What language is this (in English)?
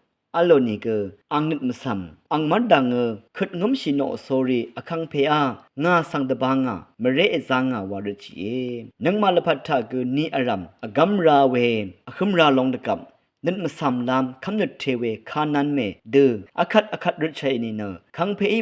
Rawang